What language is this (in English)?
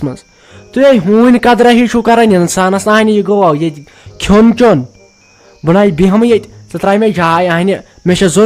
Kashmiri